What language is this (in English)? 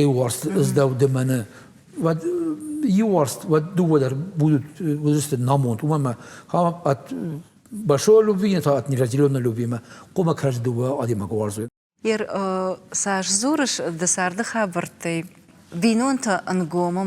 Ossetic